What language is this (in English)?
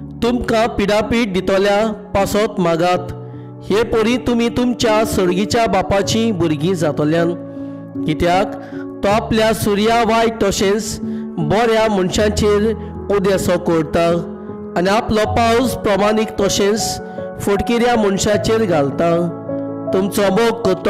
Konkani